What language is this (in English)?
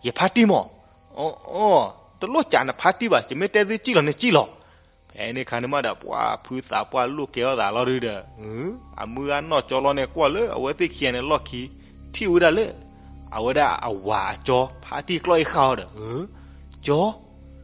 S'gaw Karen